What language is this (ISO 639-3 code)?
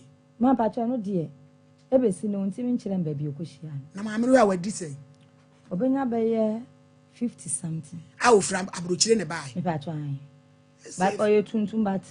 aka